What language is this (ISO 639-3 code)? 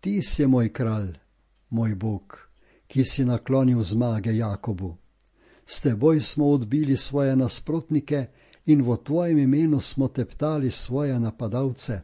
slv